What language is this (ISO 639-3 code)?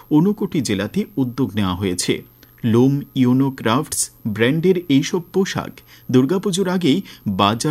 ben